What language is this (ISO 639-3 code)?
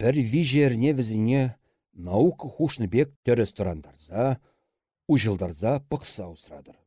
chv